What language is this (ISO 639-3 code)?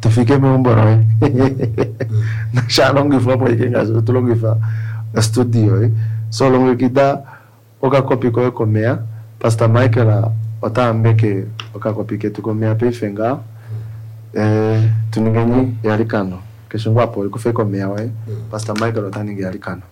kua